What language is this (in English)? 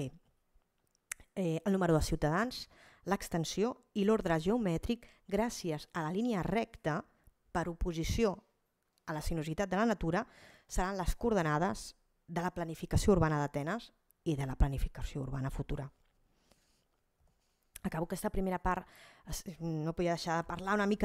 Catalan